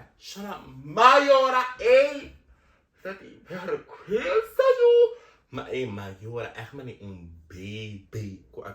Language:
Papiamento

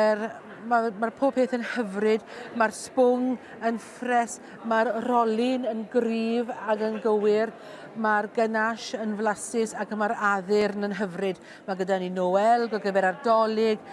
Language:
Welsh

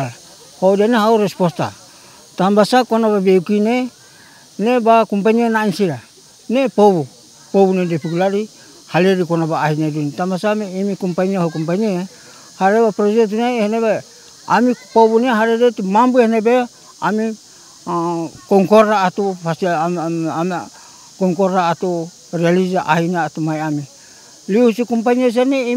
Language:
Tetum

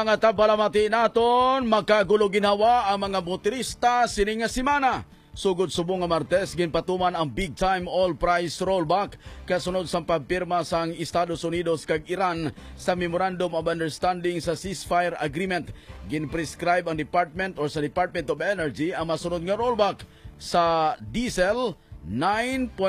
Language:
Hiligaynon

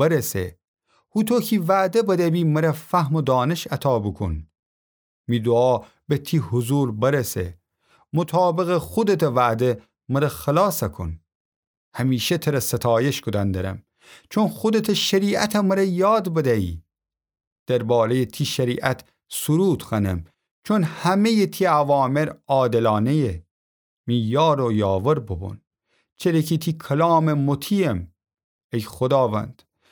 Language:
Gilaki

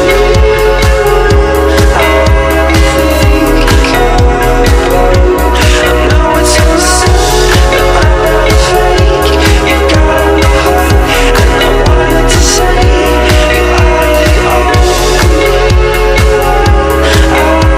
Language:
English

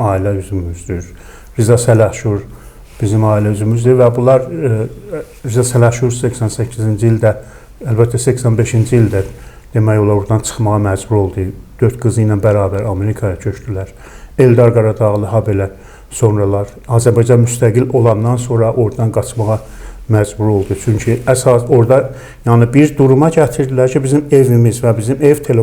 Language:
Azerbaijani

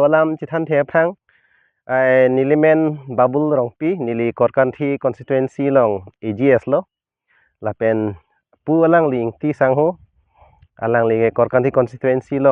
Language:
Karbi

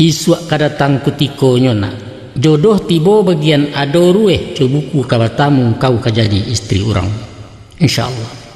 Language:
Minangkabau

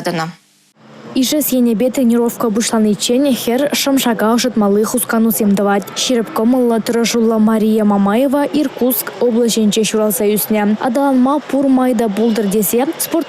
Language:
Chuvash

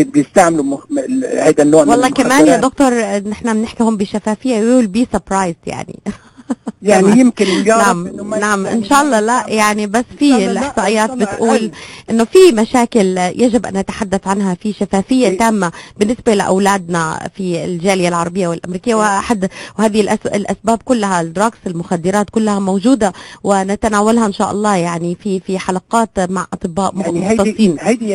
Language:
North Levantine Arabic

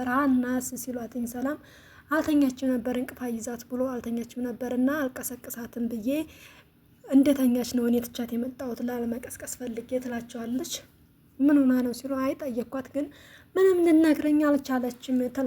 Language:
Amharic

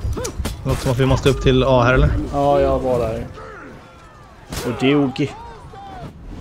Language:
Swedish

